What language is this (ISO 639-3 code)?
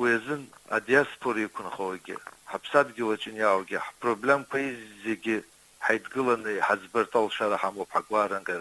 abk